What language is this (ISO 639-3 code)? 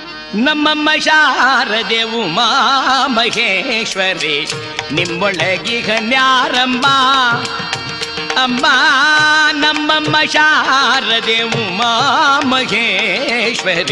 kan